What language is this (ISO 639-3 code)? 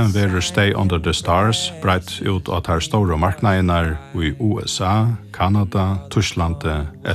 fao